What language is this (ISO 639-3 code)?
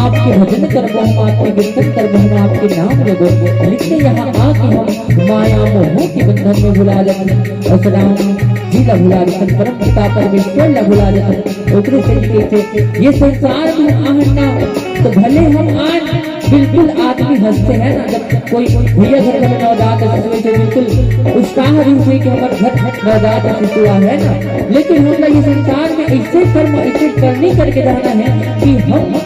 hne